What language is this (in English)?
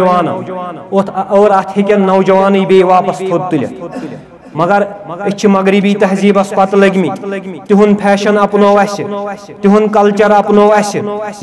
Kashmiri